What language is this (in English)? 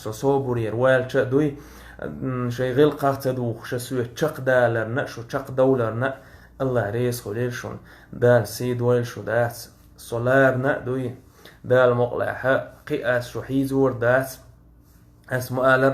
Chechen